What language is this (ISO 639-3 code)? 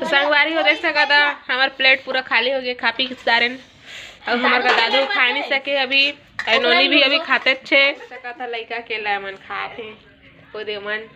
hne